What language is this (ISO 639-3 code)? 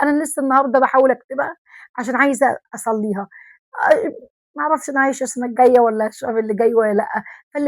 arz